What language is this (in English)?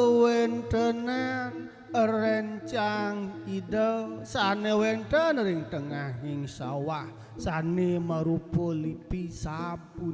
Balinese